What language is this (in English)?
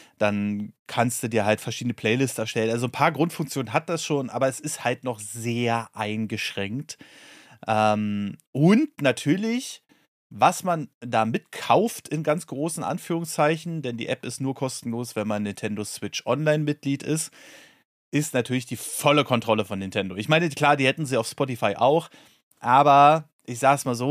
German